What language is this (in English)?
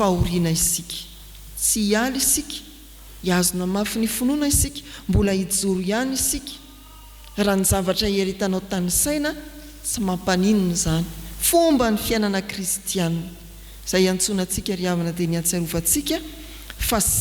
Malagasy